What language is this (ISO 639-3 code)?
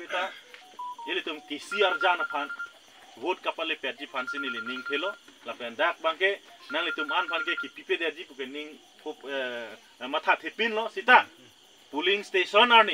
mjw